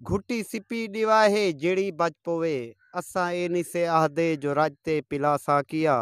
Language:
Saraiki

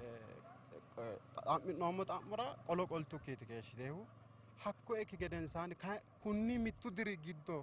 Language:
Sidamo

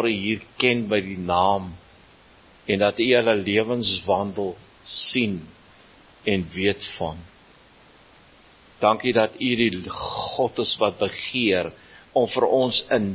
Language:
Afrikaans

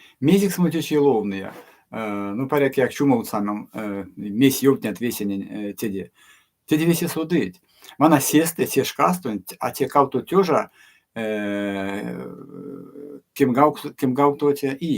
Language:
Erzya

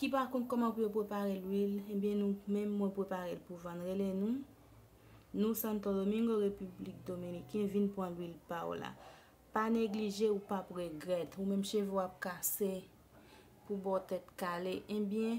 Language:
Haitian Creole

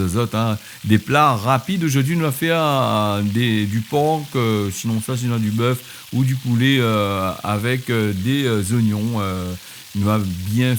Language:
Réunion Creole French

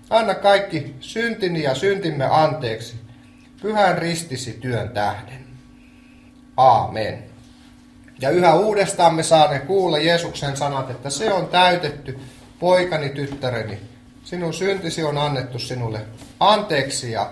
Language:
Finnish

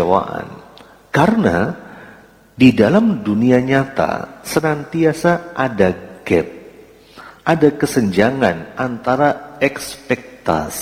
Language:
Indonesian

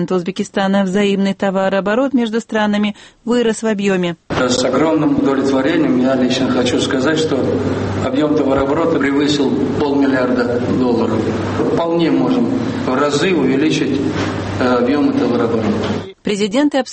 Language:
Russian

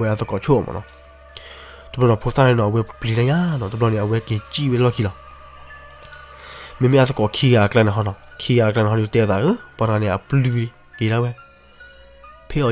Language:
S'gaw Karen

